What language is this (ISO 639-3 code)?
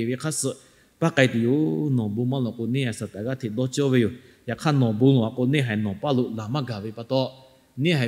lhu